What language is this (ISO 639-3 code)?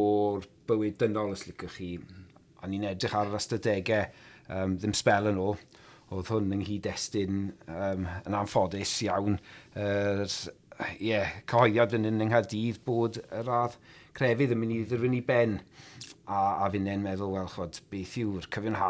cym